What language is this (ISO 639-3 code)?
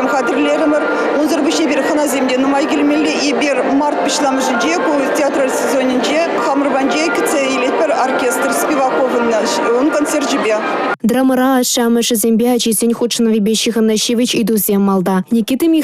chv